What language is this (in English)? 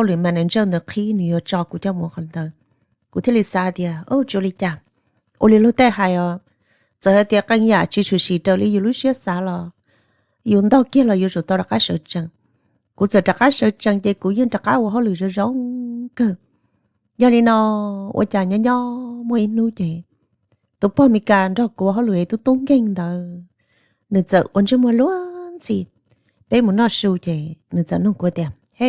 Hmong